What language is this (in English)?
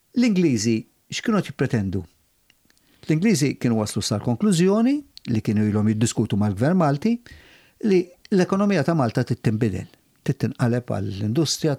Maltese